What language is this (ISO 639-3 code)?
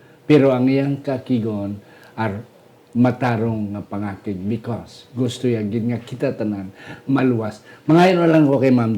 hil